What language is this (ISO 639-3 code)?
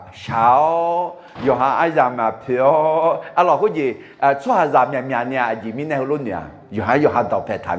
ahk